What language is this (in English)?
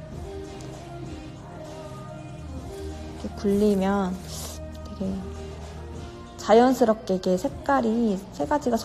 Korean